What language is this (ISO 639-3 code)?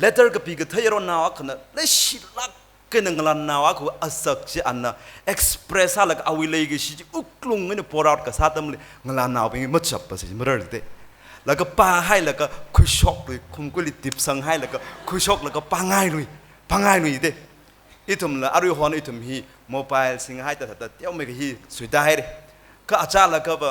nmf